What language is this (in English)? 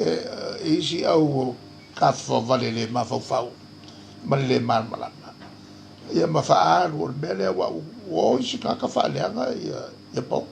Samoan